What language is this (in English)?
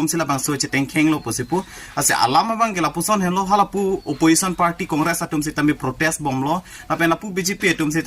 Karbi